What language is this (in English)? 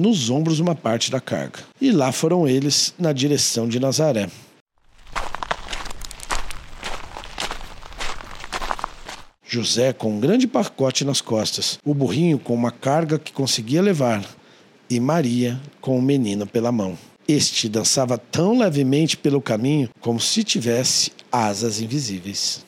Portuguese